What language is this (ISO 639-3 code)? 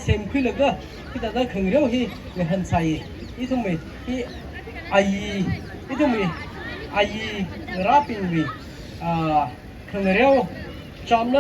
nmf